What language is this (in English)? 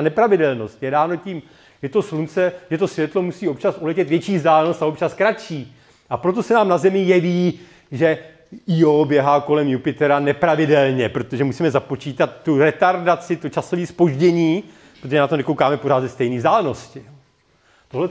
Czech